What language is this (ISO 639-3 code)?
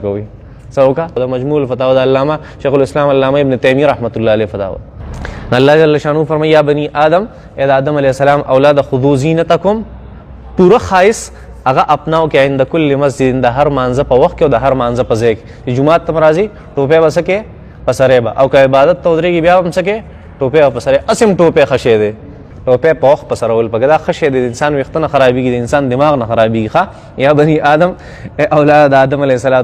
pus